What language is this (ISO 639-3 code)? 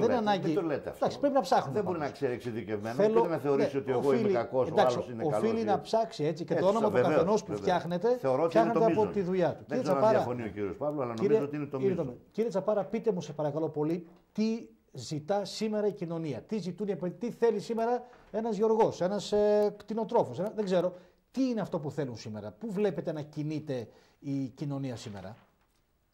ell